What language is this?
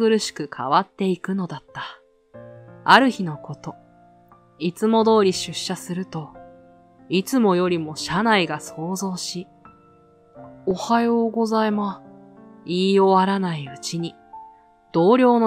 Japanese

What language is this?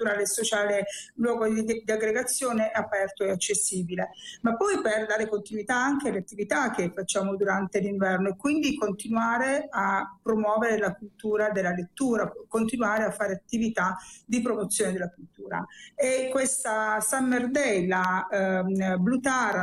Italian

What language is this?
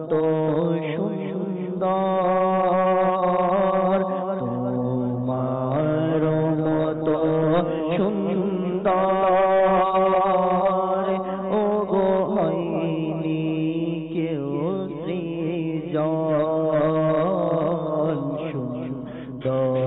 Bangla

